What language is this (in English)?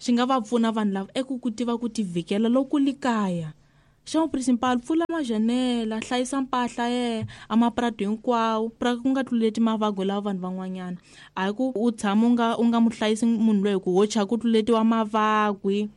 Tsonga